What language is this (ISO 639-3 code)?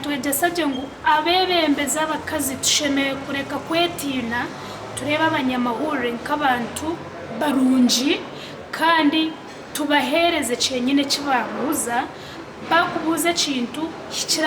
nyn